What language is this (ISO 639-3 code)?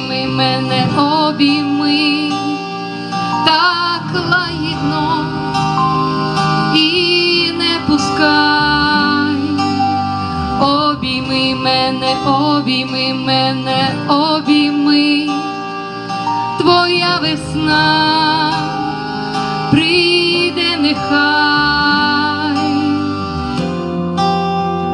ukr